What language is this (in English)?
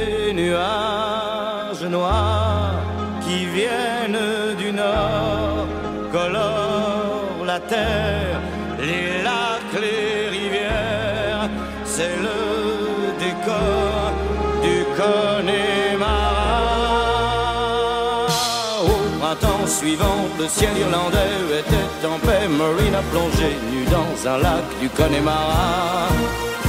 French